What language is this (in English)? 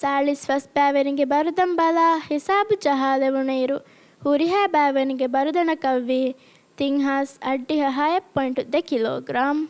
Divehi